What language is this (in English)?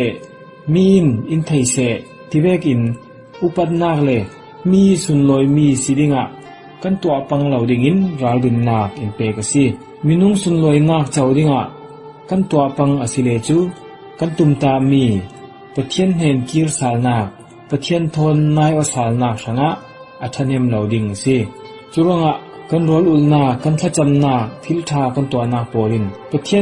Falam Chin